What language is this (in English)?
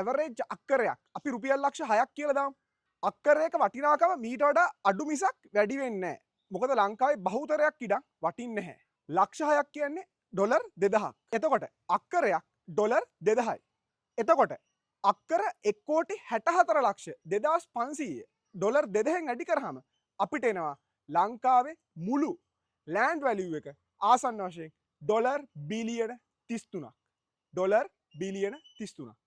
Sinhala